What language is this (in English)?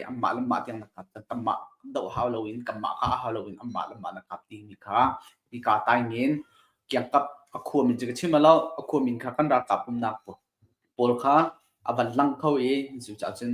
Hakha Chin